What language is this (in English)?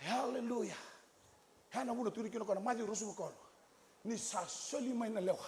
Fijian